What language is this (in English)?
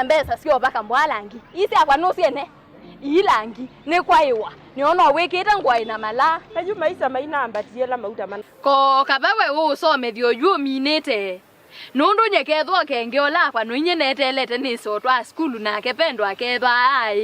Kamba